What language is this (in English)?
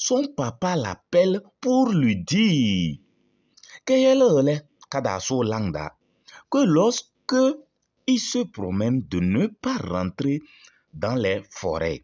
Kabiyè